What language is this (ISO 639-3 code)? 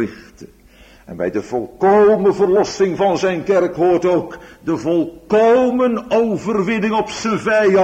nld